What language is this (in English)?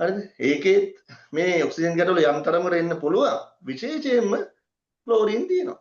Sinhala